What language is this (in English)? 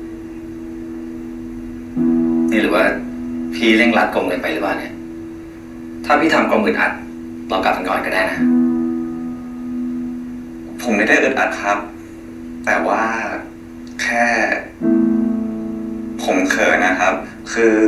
Thai